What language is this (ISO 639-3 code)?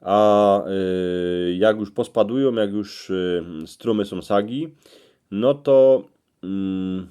szl